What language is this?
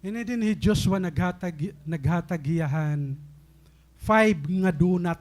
Waray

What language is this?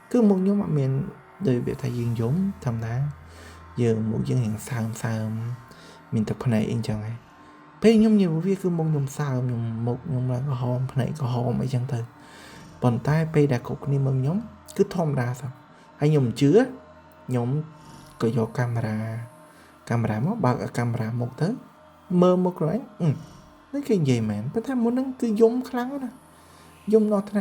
Khmer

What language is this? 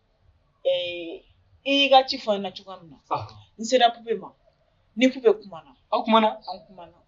Bambara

